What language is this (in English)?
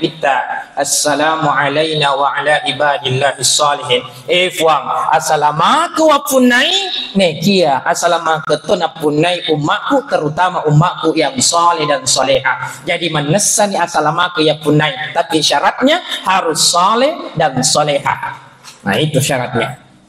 Buginese